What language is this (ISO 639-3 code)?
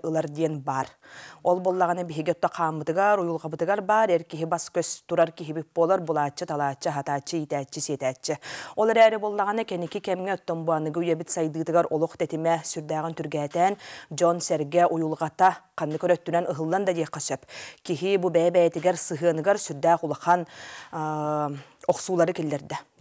sah